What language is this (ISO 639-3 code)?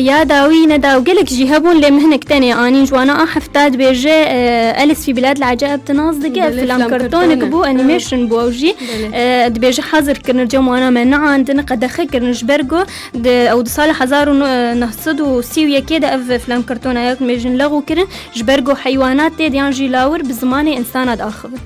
kur